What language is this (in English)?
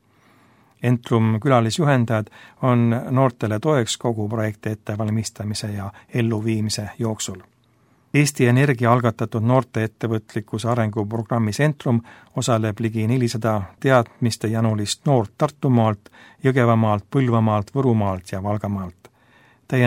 Estonian